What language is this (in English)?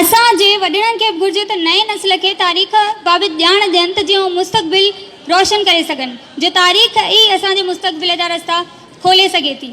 Sindhi